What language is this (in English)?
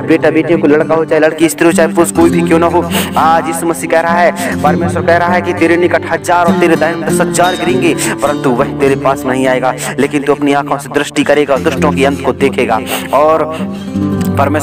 Hindi